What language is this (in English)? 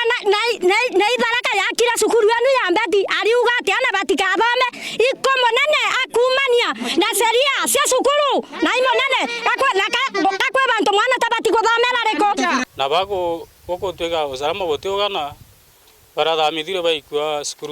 Meru